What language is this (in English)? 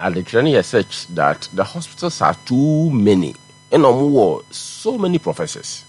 Akan